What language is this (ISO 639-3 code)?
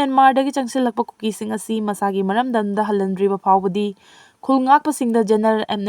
mni